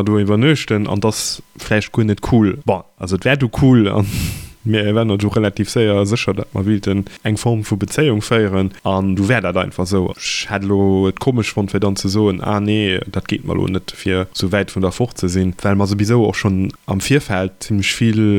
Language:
Luxembourgish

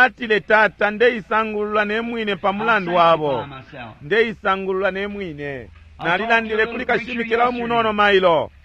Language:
Bemba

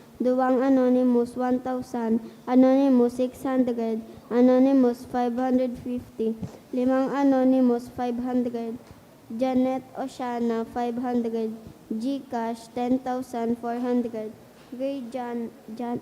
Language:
Bikol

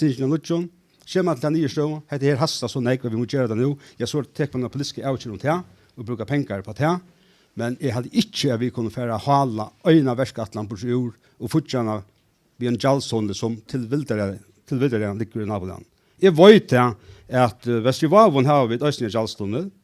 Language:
Faroese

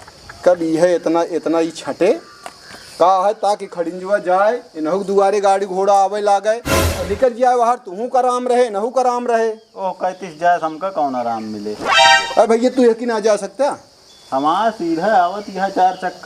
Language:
Awadhi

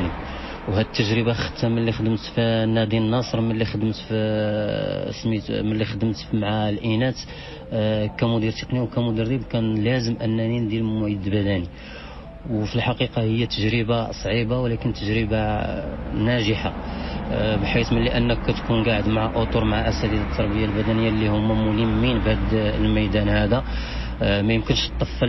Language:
Moroccan Arabic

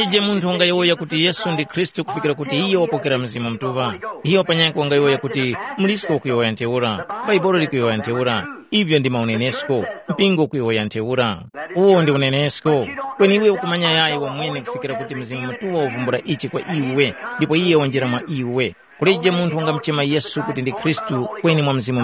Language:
Tumbuka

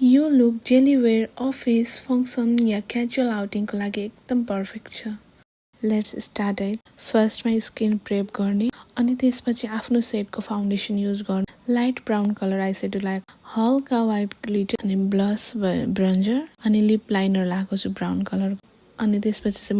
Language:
Nepali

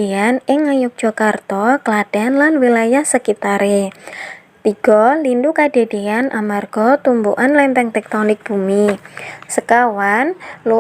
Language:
Javanese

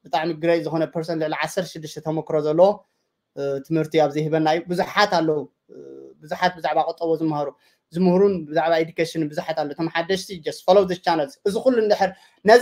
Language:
Tigrinya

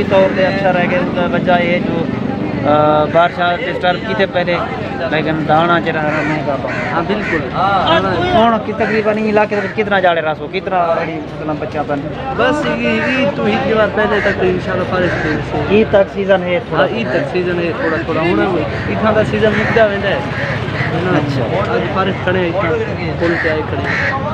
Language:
Saraiki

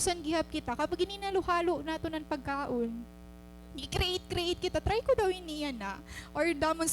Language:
Waray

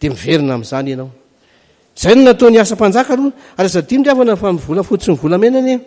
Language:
Malagasy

